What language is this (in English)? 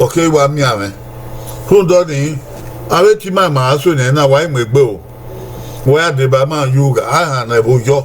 Bini